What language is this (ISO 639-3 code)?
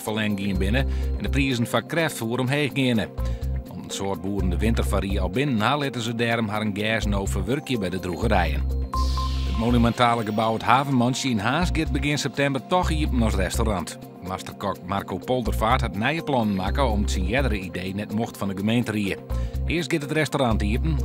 fry